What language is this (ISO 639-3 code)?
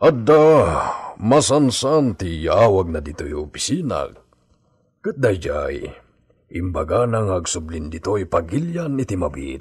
ilo